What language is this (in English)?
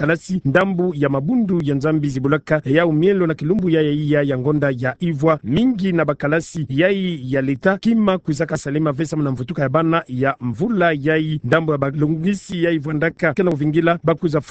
Kituba (Democratic Republic of Congo)